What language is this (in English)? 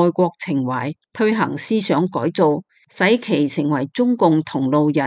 Cantonese